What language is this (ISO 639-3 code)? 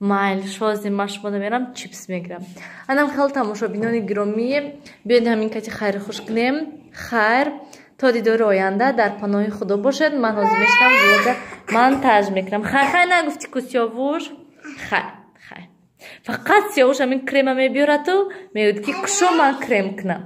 tgk